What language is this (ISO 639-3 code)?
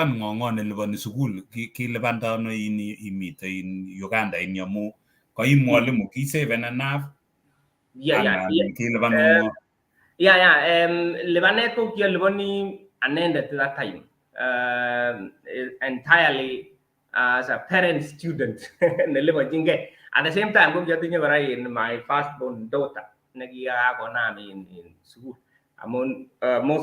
kln